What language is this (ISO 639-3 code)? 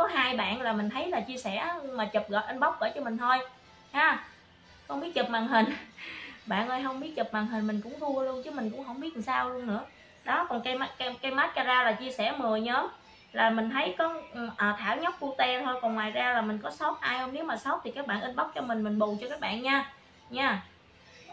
vie